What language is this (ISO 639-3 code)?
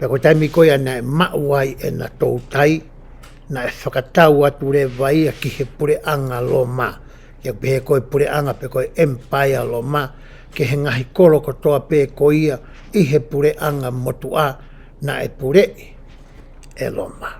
ton